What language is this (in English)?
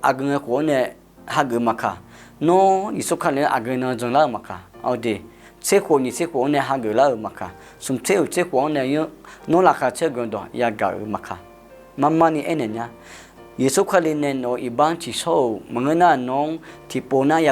Akha